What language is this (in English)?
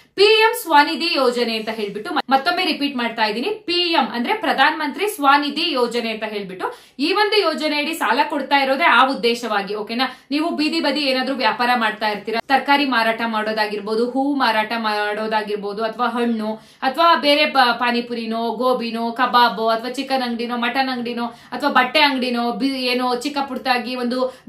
Kannada